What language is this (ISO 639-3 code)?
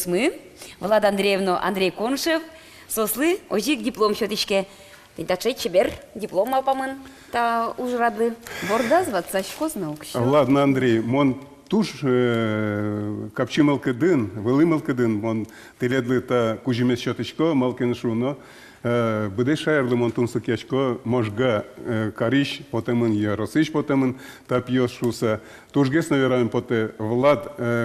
udm